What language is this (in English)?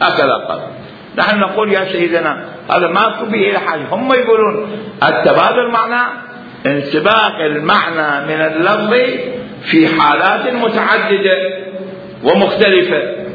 Mesopotamian Arabic